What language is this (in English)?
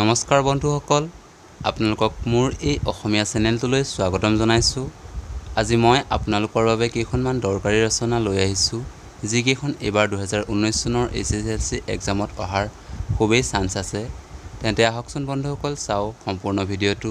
Assamese